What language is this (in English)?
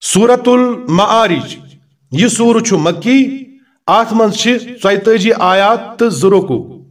Kashmiri